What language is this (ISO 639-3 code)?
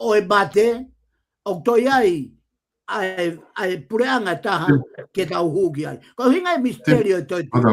ton